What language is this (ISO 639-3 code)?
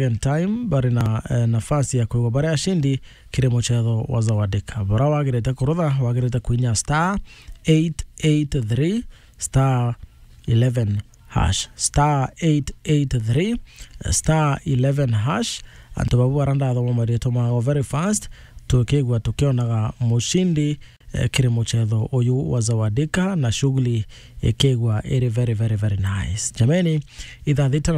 mer